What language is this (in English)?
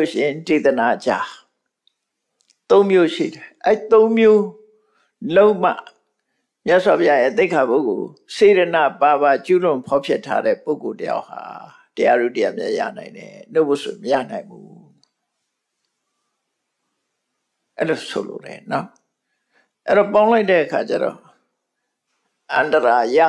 Burmese